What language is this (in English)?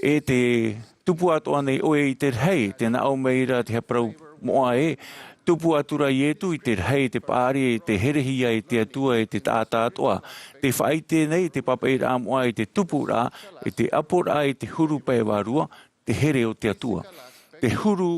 Tahitian